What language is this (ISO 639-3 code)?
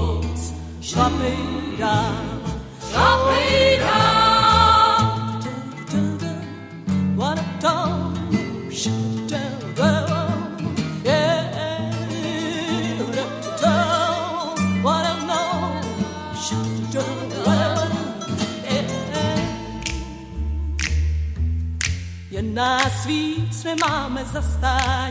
ces